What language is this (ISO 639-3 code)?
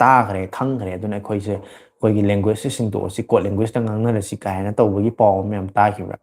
mni